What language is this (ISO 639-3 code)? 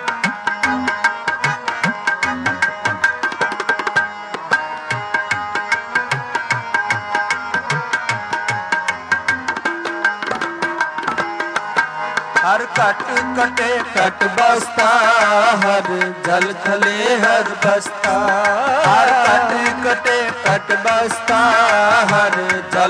pan